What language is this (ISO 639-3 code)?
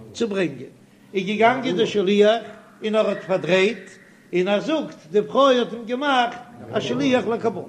yid